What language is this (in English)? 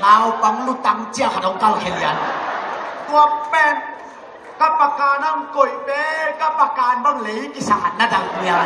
Tedim Chin